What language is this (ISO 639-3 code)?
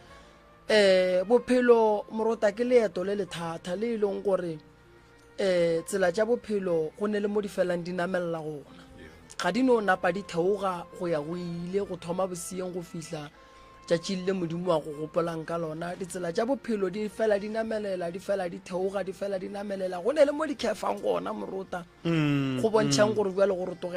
nso